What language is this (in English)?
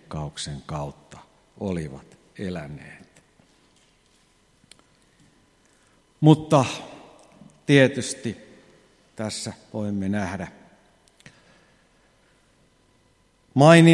Finnish